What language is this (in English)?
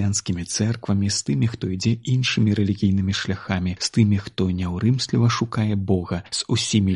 Belarusian